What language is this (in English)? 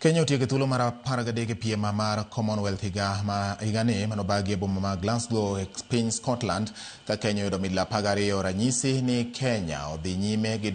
Luo (Kenya and Tanzania)